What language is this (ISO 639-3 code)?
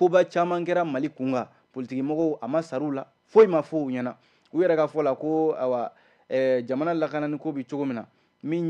bam